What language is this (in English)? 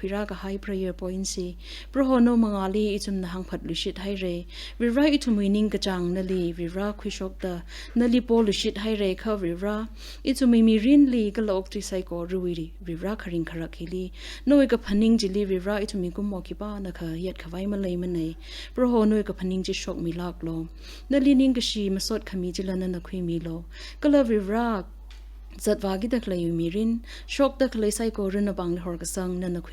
Tangkhul Naga (India)